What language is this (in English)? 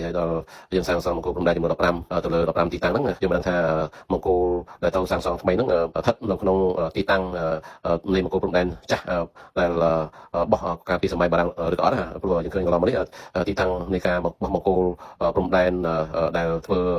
Khmer